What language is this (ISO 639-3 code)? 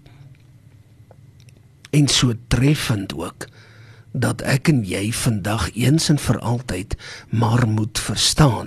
afr